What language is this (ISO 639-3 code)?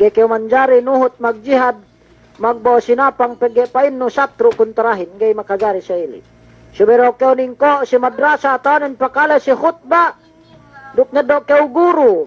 yka